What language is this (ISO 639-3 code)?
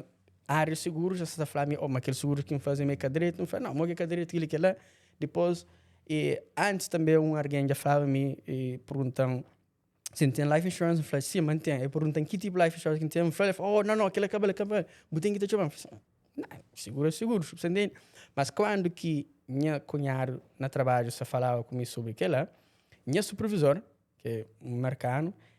kea